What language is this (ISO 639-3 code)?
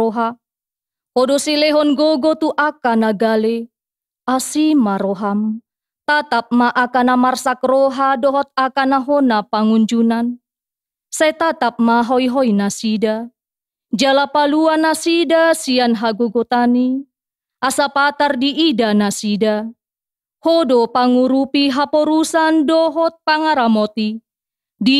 bbc